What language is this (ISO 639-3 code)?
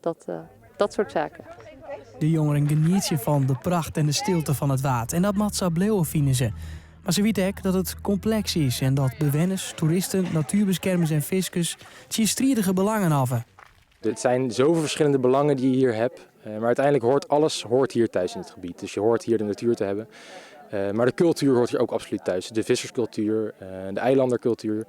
fry